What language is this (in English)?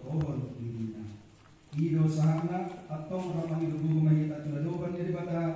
Batak Toba